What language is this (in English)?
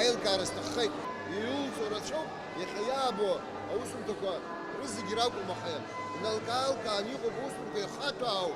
Abkhazian